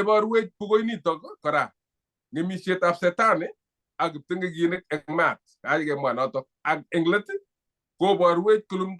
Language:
Kalenjin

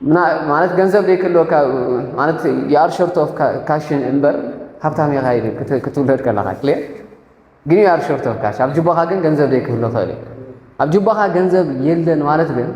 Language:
Tigrinya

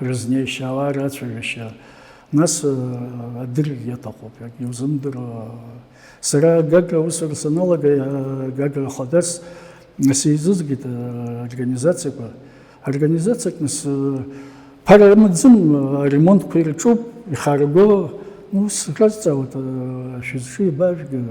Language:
Abkhazian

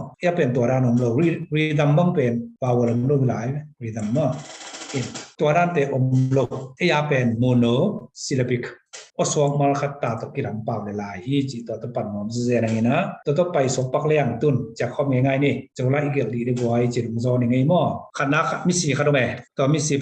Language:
Tedim Chin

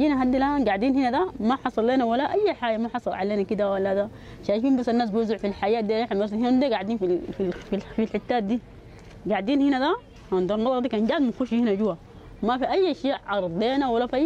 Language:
Arabic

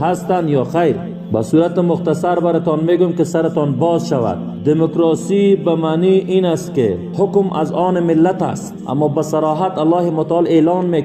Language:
Tajik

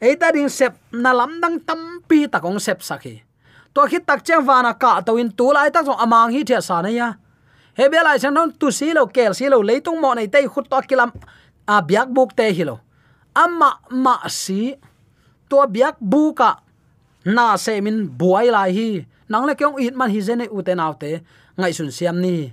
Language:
Tedim Chin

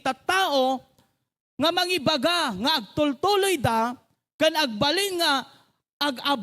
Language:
Iloko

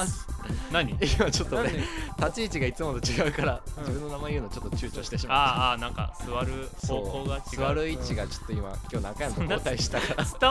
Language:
Japanese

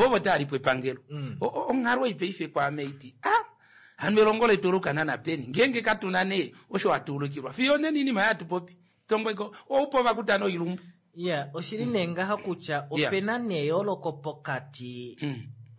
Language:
Kuanyama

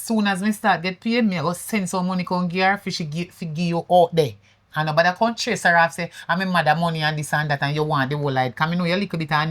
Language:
Jamaican Creole English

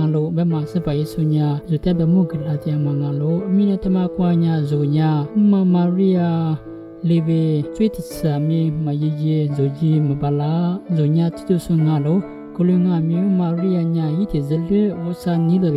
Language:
Lisu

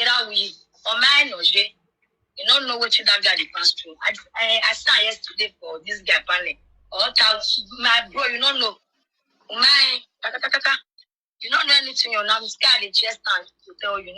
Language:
Nigerian Pidgin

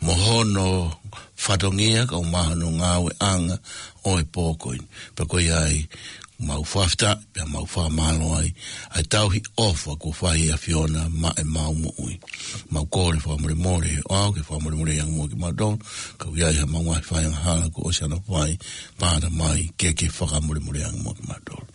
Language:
Tongan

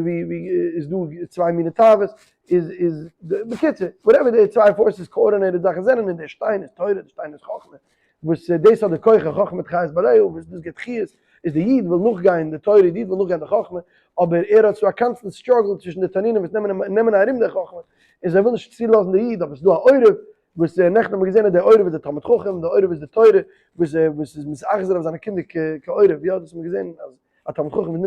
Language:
Yiddish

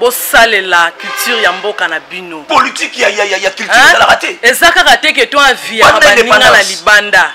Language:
Lingala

